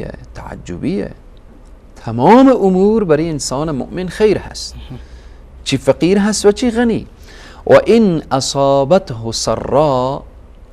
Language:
Persian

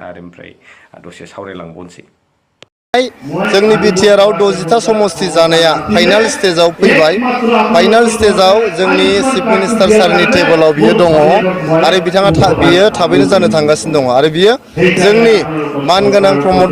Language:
Bodo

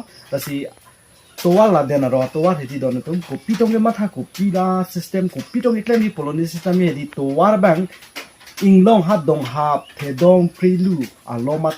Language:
Karbi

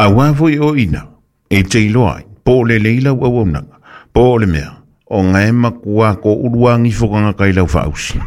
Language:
Samoan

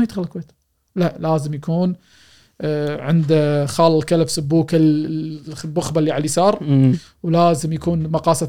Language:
Gulf Arabic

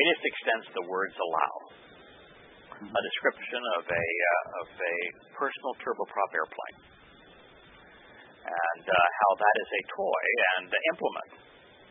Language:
English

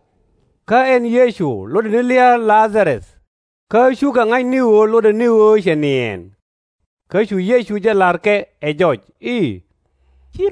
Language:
Nuer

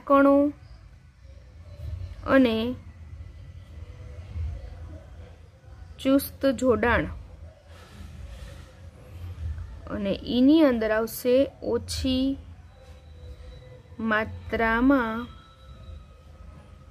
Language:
Gujarati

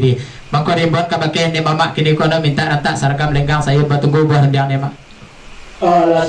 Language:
Minangkabau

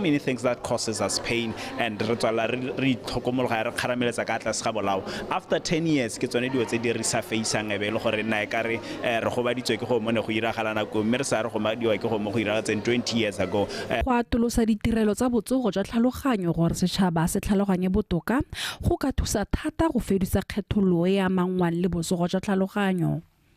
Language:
Tswana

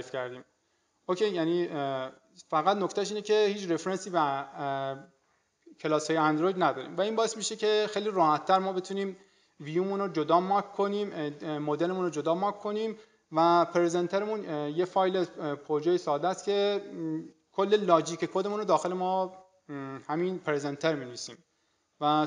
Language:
Persian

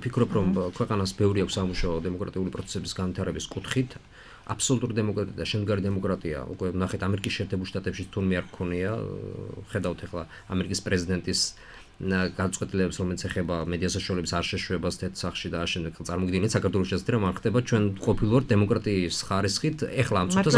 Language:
Georgian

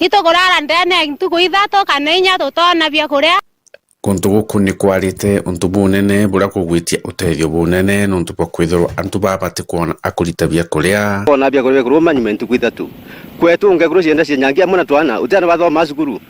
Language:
Meru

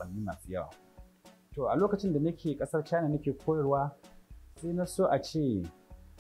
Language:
Hausa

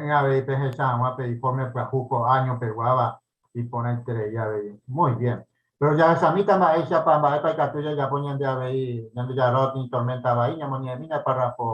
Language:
Guarani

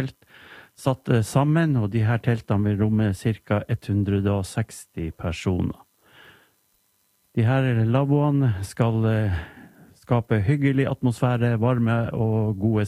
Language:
Norwegian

